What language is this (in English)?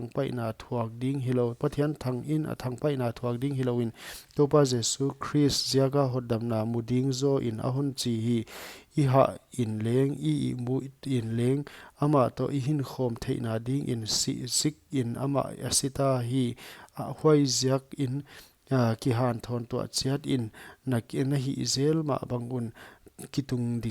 Paite Chin